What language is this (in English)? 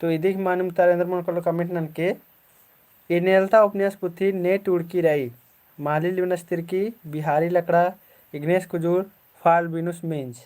Kurukh